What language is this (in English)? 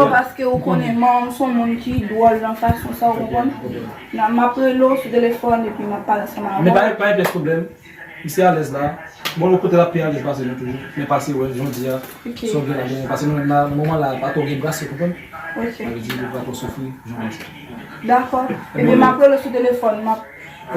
Haitian Creole